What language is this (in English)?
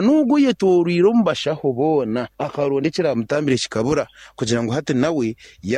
Nyankole